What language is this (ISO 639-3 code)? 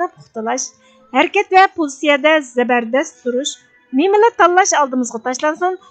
uig